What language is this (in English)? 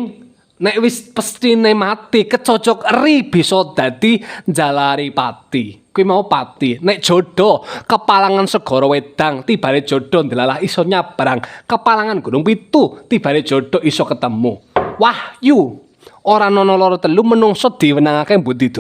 Javanese